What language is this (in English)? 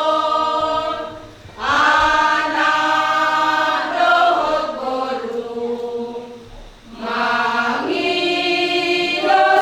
Batak Toba